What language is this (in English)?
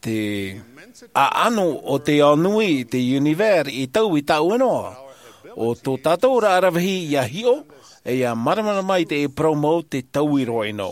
Tahitian